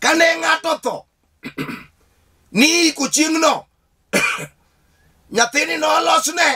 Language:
Luo (Kenya and Tanzania)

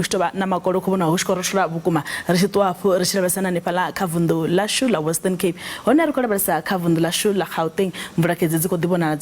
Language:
Venda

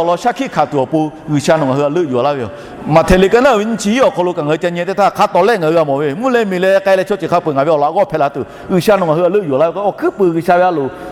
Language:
Lahu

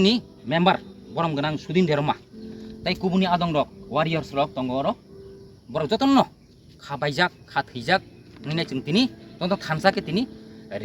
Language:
Kok Borok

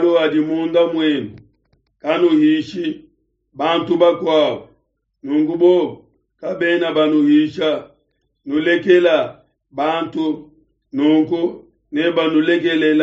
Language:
Luba-Lulua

